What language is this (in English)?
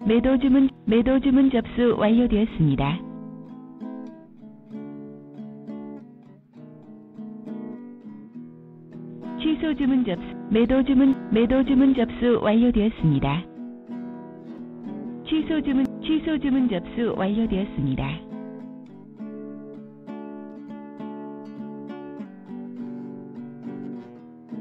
Korean